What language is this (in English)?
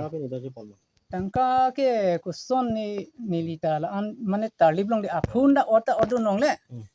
Karbi